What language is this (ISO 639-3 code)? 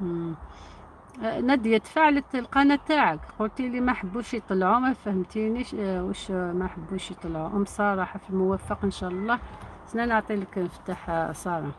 arq